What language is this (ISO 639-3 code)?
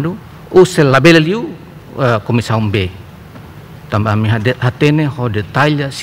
tet